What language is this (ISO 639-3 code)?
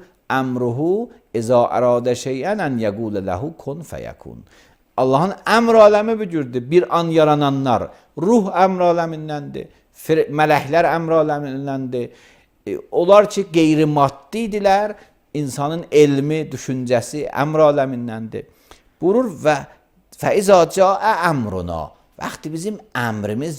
aze